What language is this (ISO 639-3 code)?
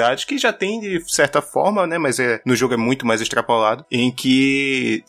por